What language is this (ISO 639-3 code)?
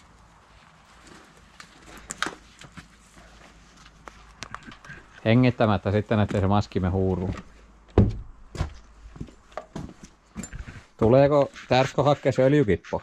fin